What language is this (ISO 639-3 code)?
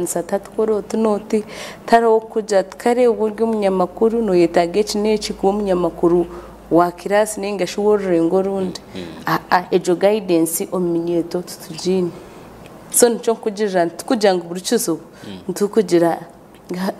nyn